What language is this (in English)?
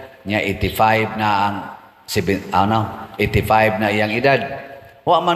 Cebuano